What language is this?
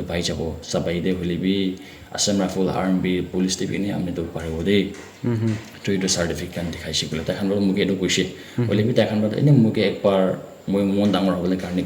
Naga Pidgin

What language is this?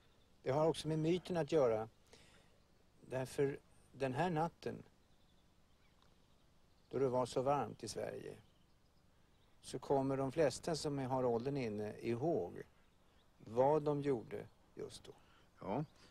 Swedish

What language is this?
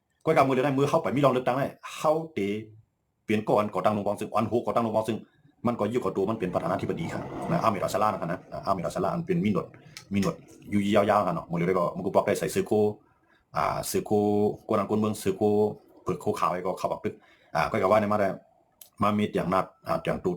Shan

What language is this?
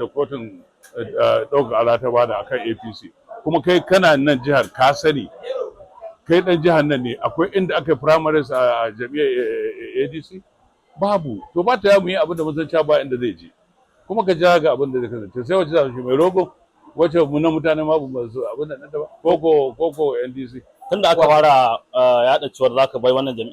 Hausa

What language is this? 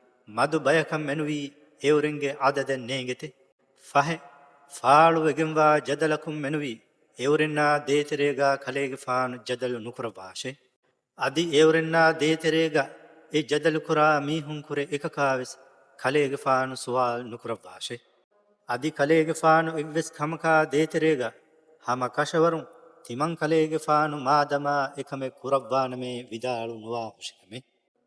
Divehi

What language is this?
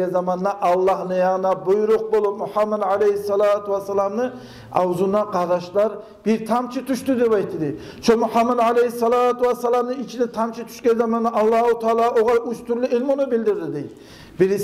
Kumyk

